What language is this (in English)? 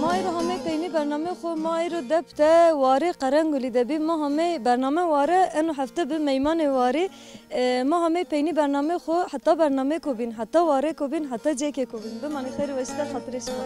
Zaza